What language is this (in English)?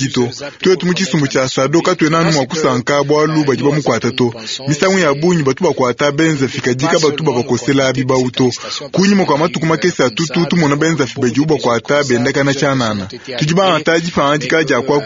Luba-Lulua